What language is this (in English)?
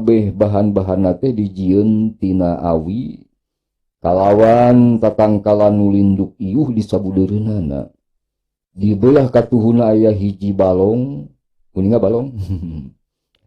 Sundanese